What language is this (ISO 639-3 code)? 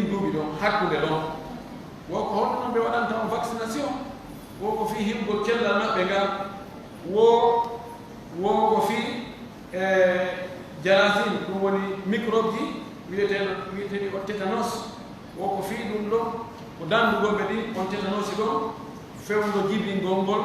fuf